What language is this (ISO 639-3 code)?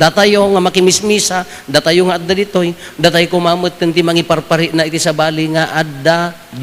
ilo